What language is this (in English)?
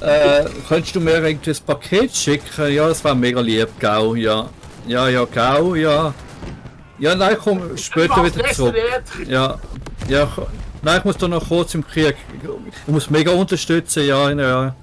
Swiss German